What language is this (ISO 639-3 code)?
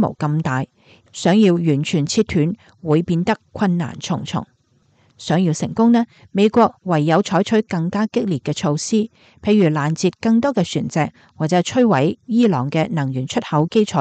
yue